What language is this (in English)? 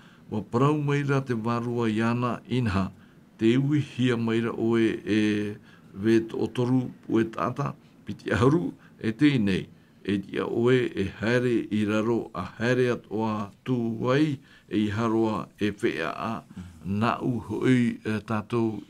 Tahitian